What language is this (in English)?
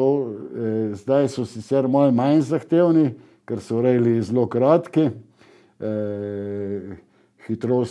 Slovenian